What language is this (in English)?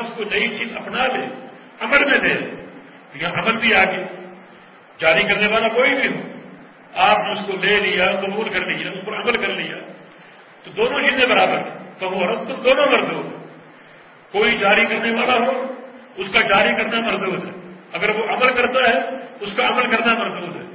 Urdu